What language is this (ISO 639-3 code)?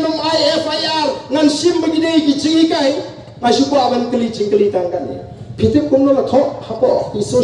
kha